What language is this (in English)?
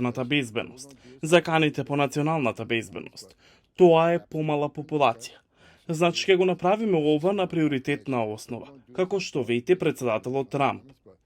Macedonian